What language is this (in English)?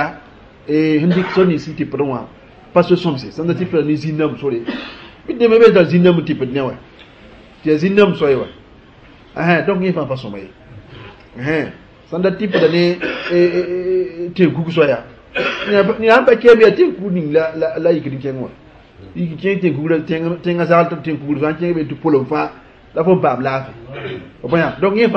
Mossi